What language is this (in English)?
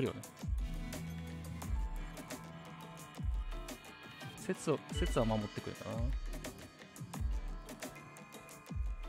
Japanese